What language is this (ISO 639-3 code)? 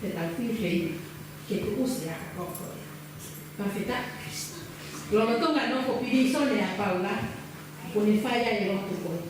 ton